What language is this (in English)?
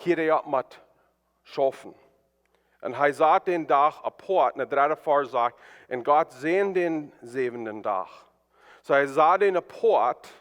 Plautdietsch